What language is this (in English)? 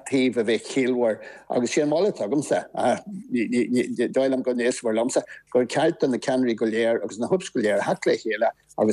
Irish